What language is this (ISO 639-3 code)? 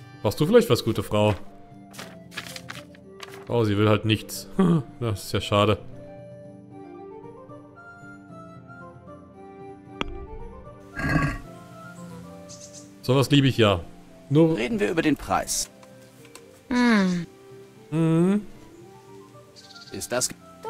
deu